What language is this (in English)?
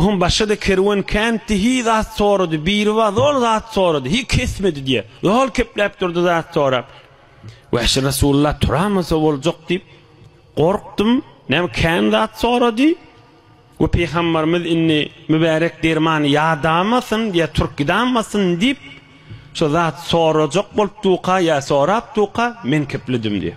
Turkmen